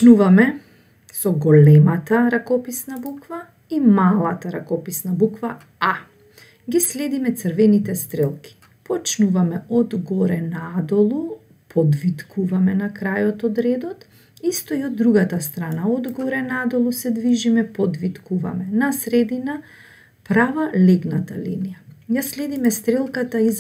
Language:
Macedonian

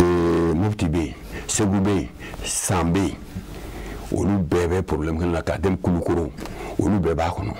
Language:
Bambara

